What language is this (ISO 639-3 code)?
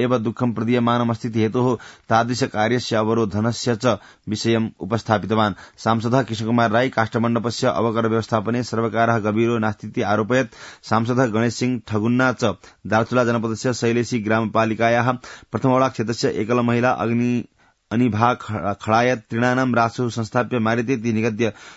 san